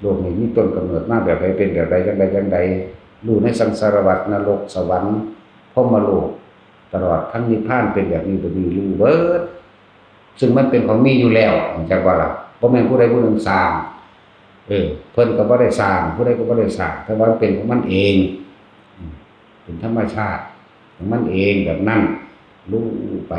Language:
Northeastern Thai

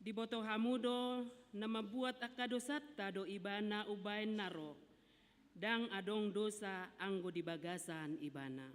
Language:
Batak Toba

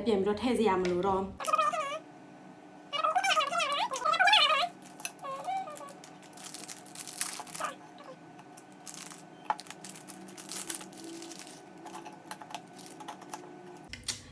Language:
Burmese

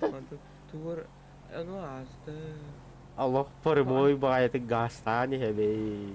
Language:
Yakut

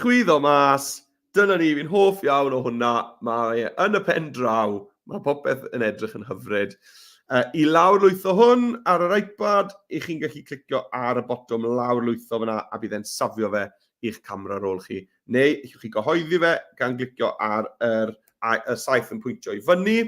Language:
Welsh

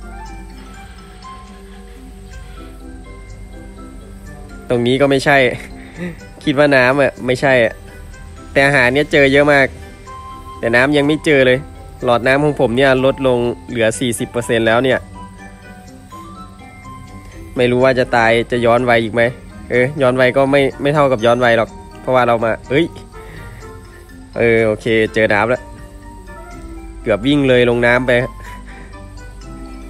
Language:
Thai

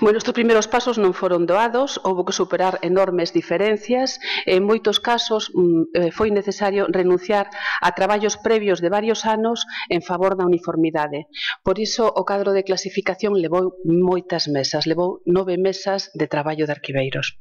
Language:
Galician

